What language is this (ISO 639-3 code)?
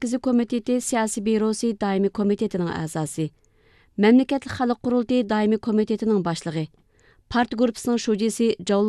uig